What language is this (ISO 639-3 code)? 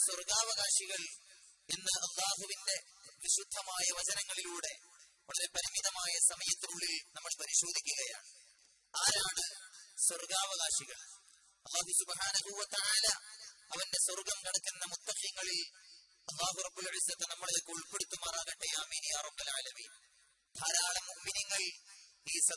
mal